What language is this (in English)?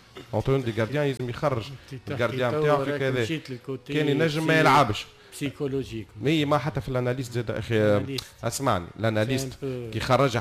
Tunisian Arabic